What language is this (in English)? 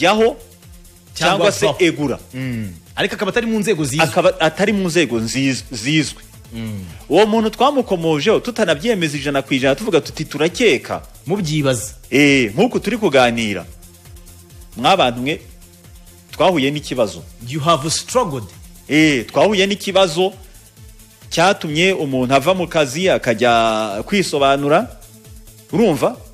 Kinyarwanda